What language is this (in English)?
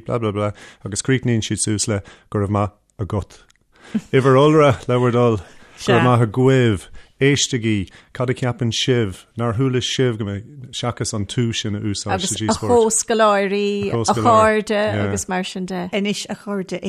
Irish